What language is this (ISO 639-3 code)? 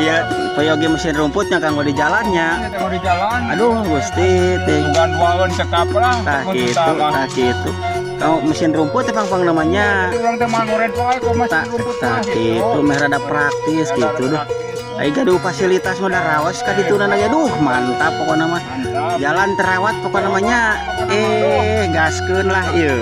sun